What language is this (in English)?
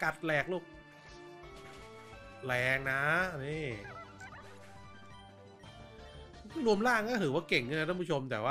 Thai